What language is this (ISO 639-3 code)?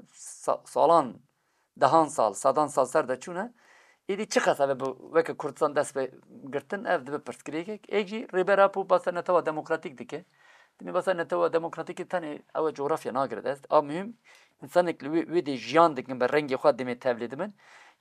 kur